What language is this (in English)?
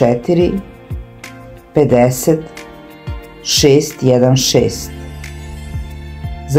Serbian